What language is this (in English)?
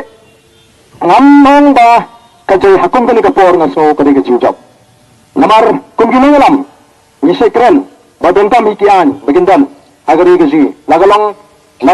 Khasi